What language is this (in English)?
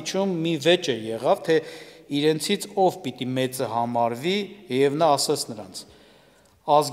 Armenian